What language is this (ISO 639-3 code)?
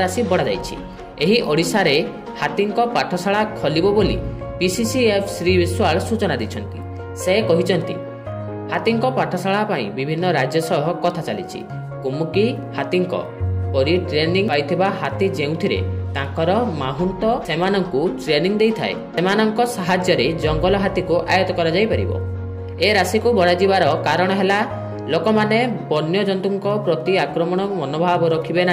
ori